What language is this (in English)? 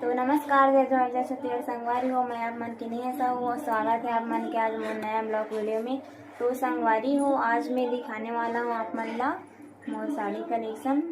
Chhattisgarhi